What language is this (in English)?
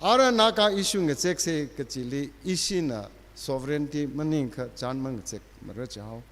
Tangkhul Naga (India)